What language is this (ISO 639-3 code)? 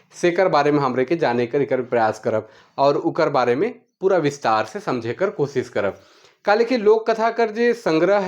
sck